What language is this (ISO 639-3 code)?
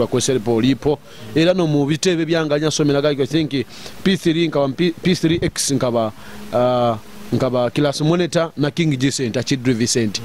nyo